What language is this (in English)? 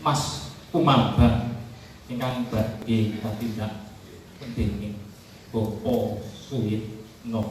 Javanese